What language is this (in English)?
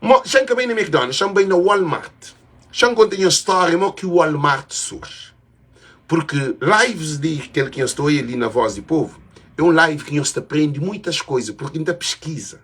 Kabuverdianu